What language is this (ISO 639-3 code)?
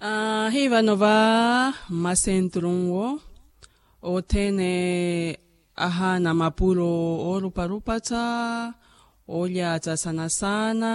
vmw